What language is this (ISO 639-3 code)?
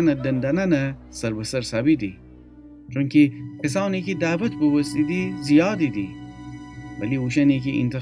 glk